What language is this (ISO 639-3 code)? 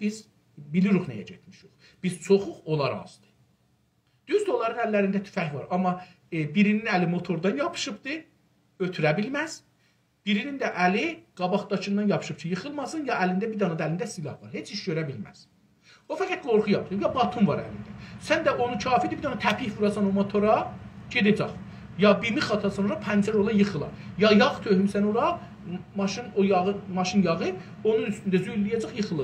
azb